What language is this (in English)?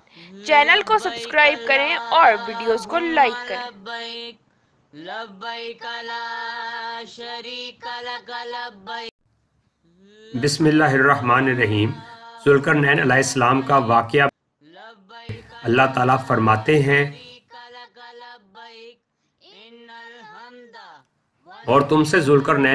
Urdu